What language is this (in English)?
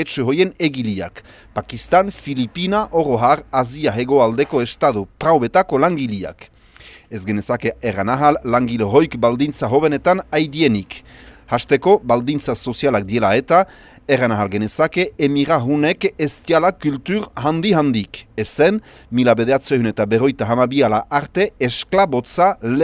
Basque